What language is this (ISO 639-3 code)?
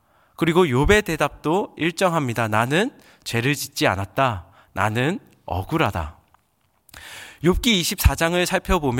kor